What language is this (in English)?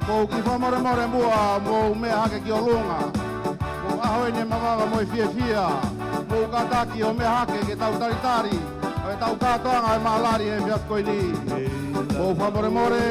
Tongan